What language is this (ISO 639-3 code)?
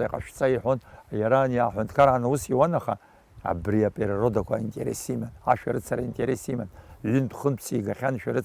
abk